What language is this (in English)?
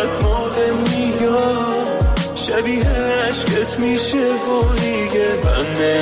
Persian